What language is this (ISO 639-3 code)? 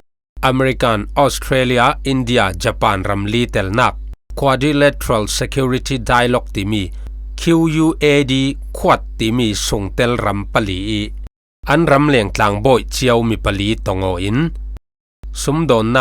cfm